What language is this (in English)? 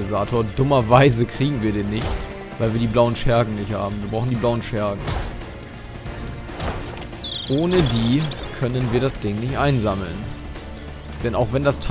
German